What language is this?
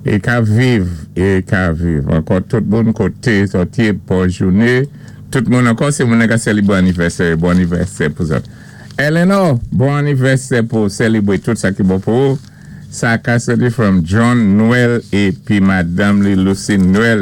Saint Lucian Creole French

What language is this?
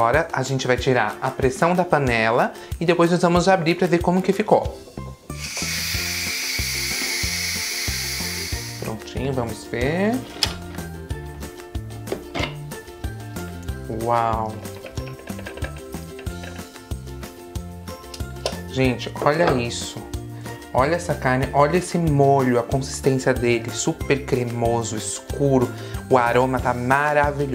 Portuguese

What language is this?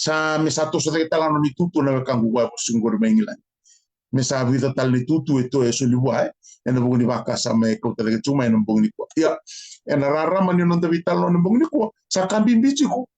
Fijian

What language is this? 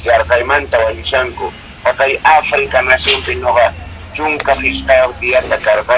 Quechua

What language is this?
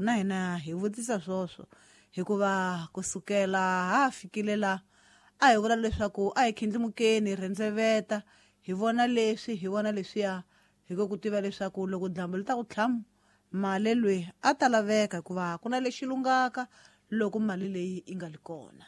Tsonga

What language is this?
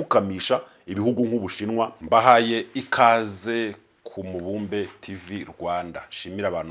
Kinyarwanda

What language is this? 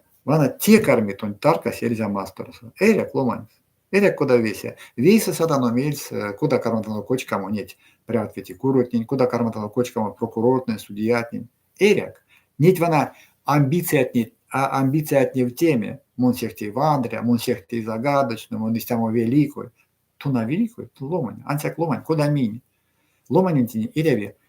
Erzya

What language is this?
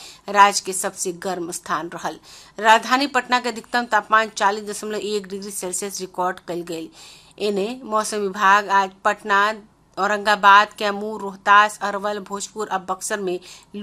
Bhojpuri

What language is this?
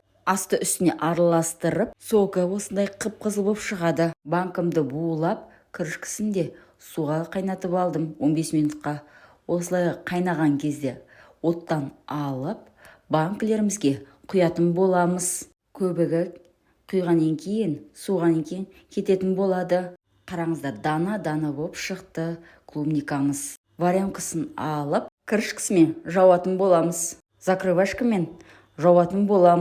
Kazakh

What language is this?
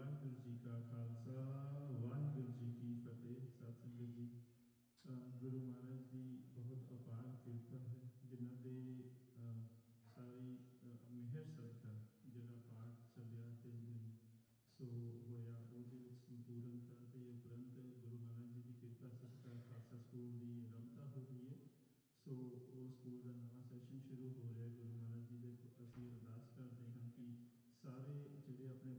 Punjabi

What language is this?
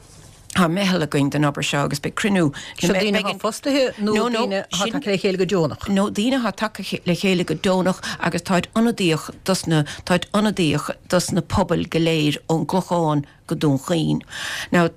Irish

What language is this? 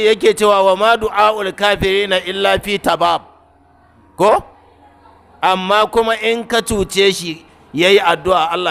Hausa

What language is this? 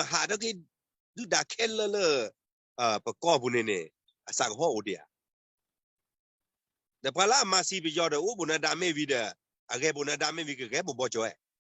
S'gaw Karen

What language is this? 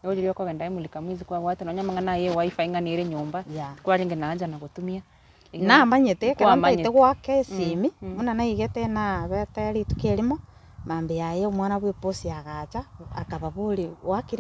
Gusii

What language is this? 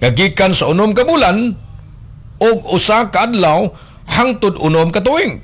Cebuano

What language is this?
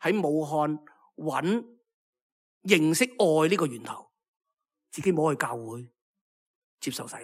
Cantonese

